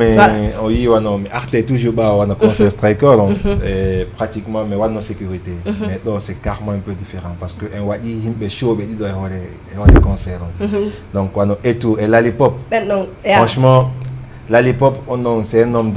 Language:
Fula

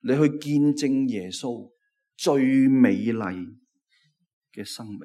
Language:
Cantonese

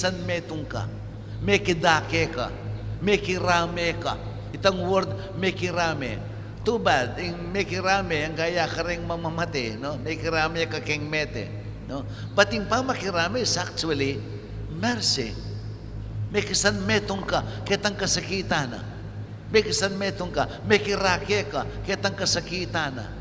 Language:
Pampanga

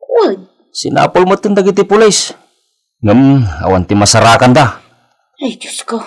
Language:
Iloko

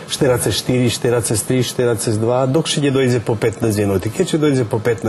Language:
Rusyn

